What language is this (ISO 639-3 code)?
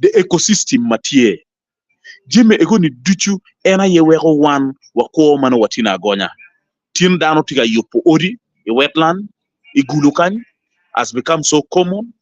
ach